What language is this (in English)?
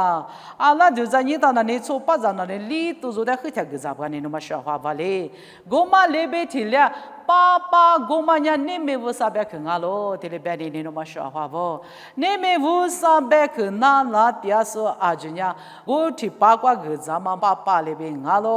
Lisu